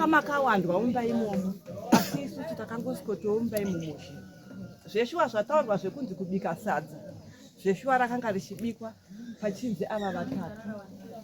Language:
Shona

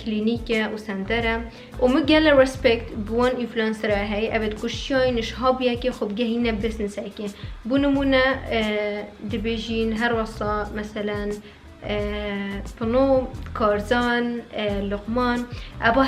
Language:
Kurdish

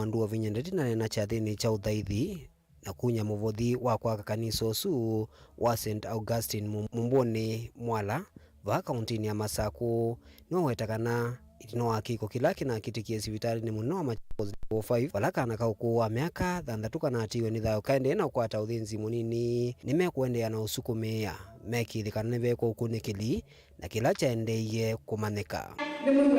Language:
Kamba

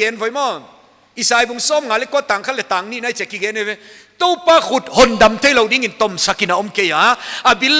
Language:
Paite Chin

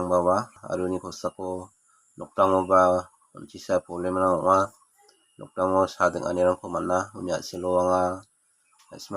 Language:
Garo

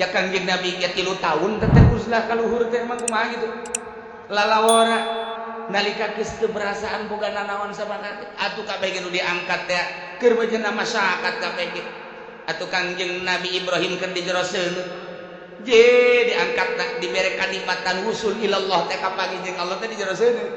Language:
Sundanese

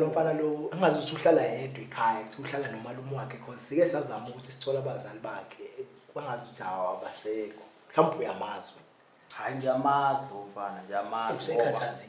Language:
Zulu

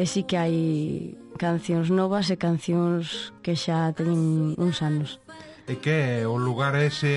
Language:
Galician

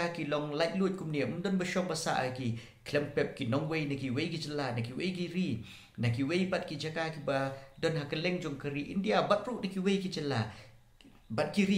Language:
Khasi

